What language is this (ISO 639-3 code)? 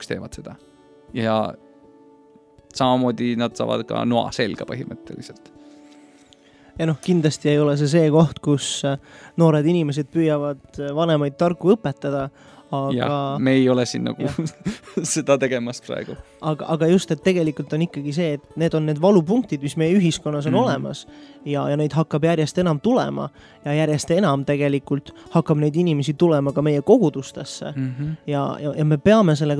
est